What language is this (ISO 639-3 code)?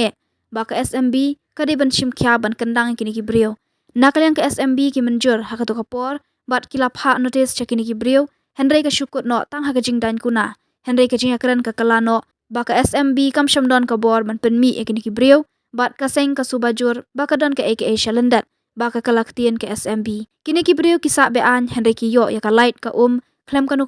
kha